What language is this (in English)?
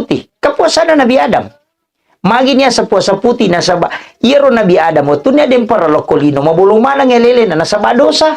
Buginese